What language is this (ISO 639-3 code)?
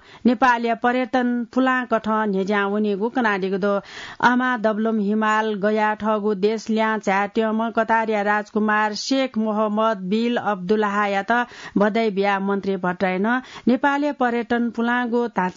new